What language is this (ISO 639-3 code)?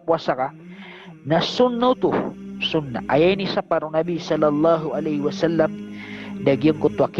mrw